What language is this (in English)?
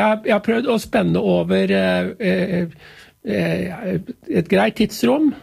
Norwegian